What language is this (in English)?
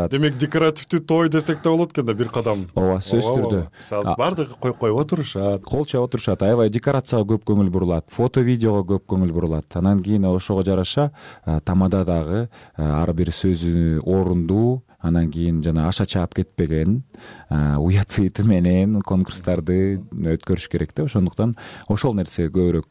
Kyrgyz